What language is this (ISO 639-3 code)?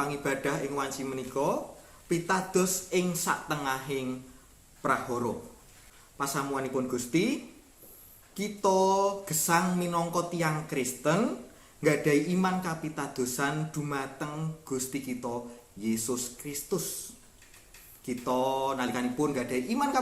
jav